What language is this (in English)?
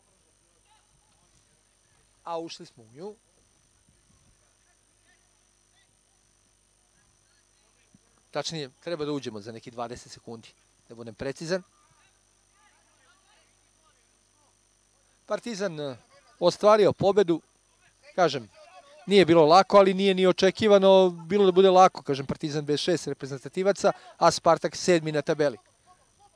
Serbian